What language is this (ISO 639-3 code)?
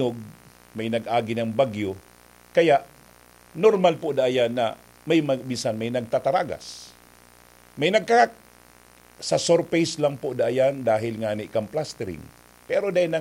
bik